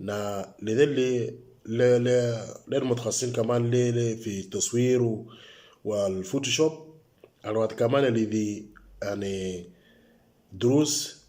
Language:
Moro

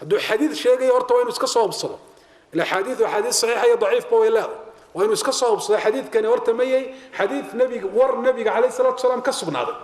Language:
Somali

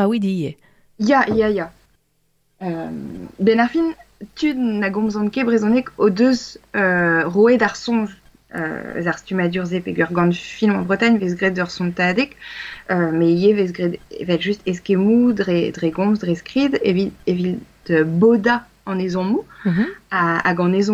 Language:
Breton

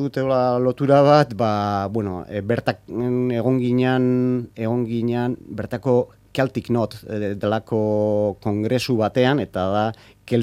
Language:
Basque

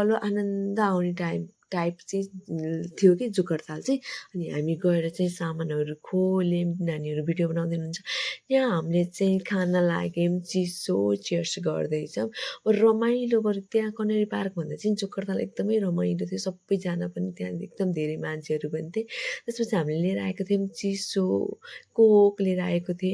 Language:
Nepali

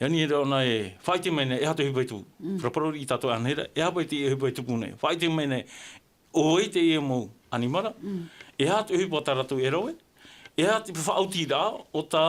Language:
Tahitian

